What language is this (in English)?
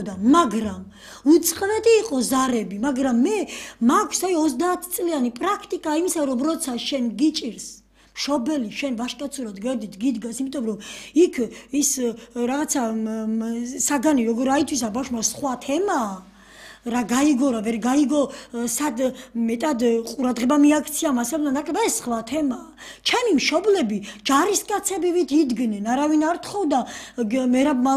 Georgian